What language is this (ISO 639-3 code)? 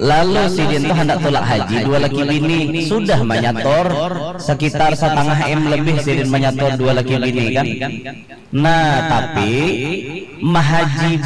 bjn